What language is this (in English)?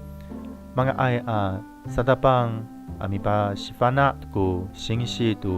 Amis